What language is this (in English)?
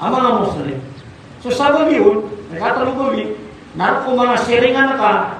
Maranao